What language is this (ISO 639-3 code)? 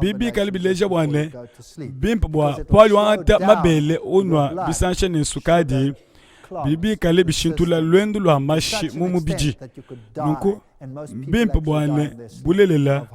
lua